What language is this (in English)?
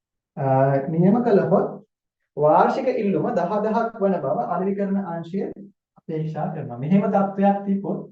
Sinhala